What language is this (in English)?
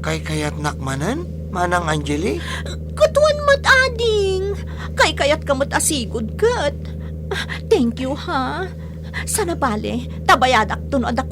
Iloko